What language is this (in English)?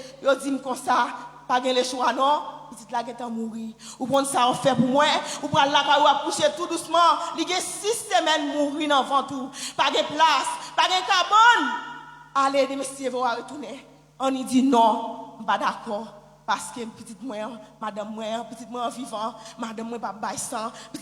Haitian Creole